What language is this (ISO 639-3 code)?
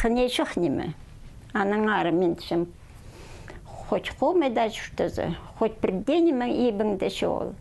kjh